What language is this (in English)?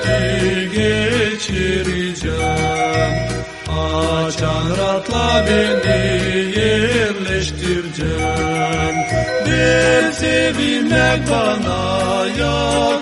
Gagauz